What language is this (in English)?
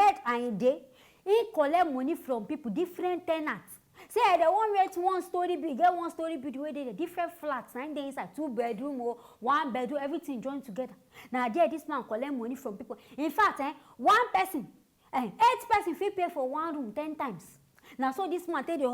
Nigerian Pidgin